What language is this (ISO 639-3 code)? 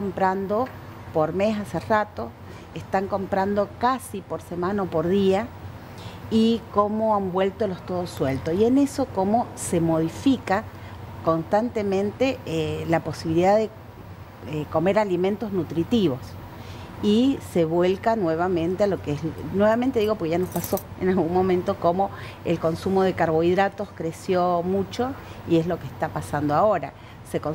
spa